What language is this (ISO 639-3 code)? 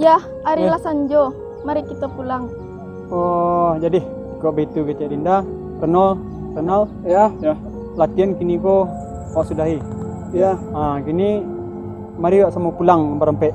min